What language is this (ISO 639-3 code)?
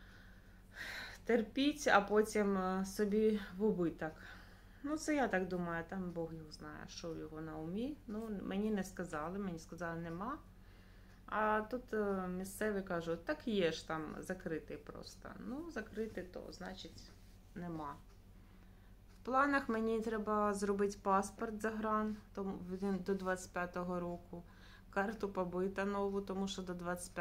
ukr